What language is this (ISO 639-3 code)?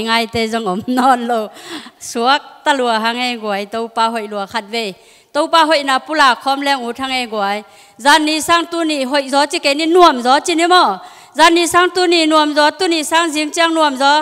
ctd